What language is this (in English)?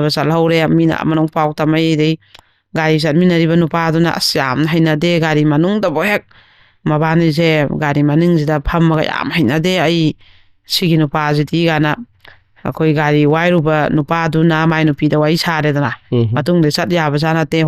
Manipuri